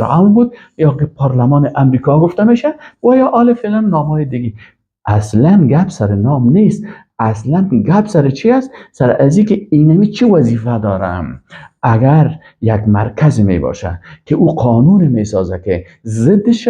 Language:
Persian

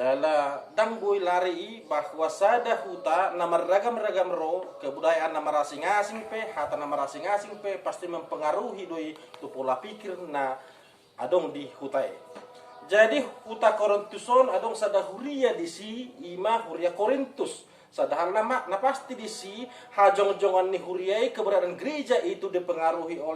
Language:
Batak Toba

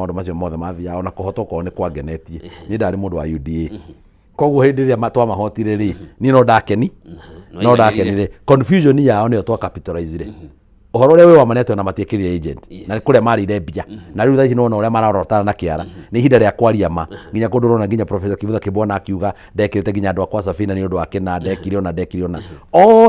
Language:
Kikuyu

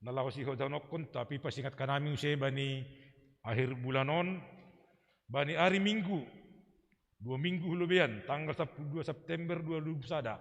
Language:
Batak Simalungun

